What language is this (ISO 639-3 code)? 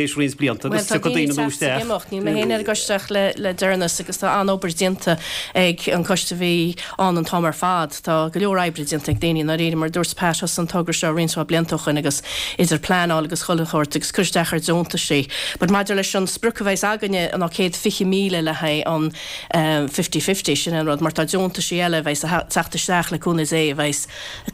gle